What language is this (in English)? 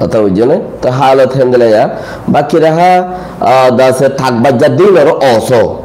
Rohingya